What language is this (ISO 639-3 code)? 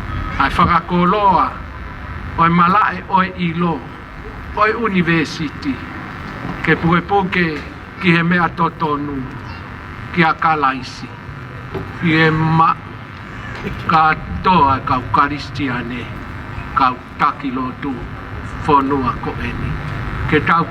ton